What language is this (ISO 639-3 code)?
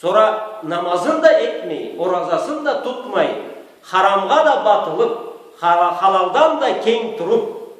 krc